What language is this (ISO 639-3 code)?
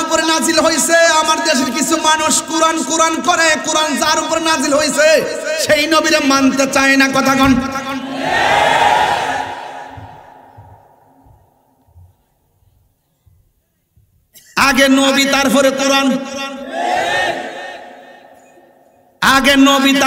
ben